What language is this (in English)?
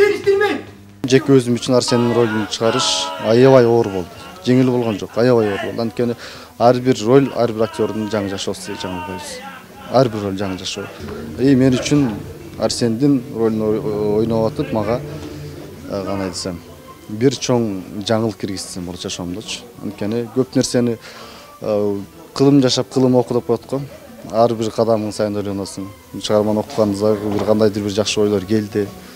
Kyrgyz